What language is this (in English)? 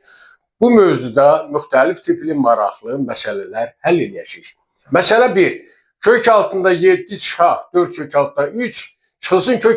Azerbaijani